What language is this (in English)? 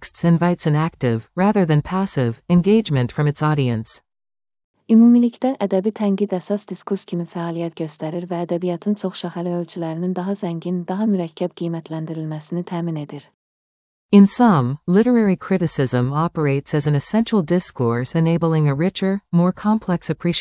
Azerbaijani